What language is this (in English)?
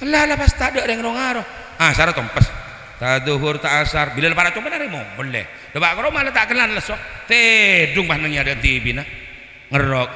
Madurese